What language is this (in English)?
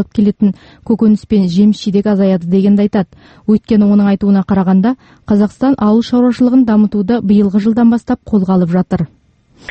Kazakh